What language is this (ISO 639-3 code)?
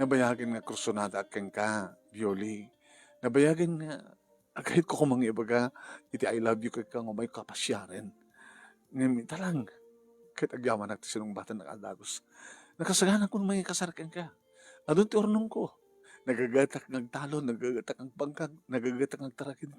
ilo